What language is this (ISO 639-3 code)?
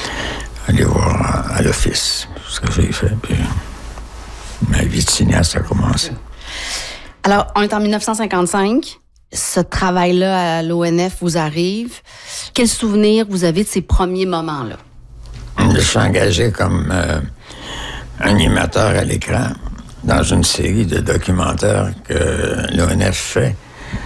fra